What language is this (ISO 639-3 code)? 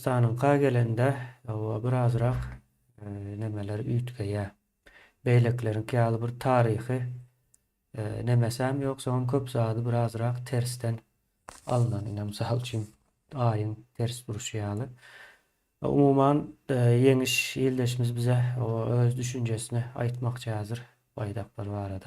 tuk